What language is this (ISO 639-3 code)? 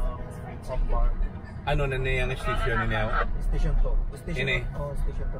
hil